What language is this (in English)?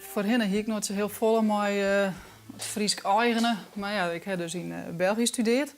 Western Frisian